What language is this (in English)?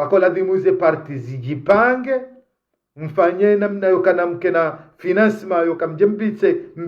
Ngazidja Comorian